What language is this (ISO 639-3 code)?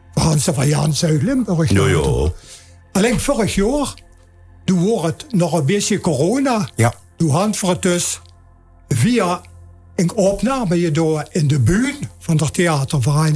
lim